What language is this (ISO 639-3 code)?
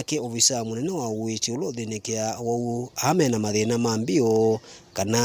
kam